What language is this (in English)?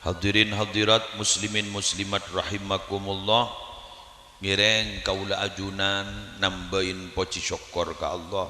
Madurese